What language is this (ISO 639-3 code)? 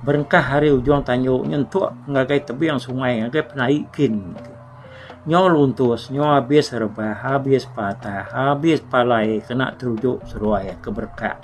iba